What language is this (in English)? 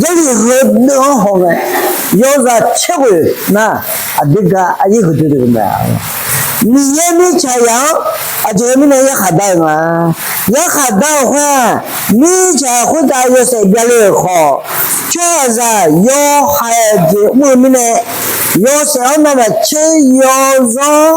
Akha